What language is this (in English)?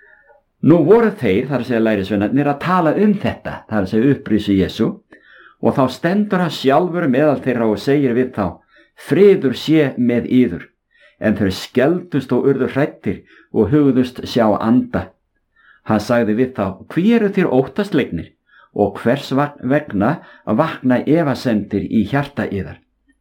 Icelandic